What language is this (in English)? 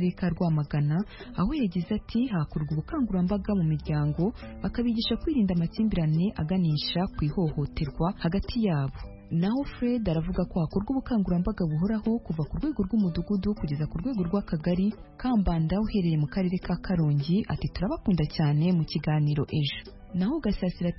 Kinyarwanda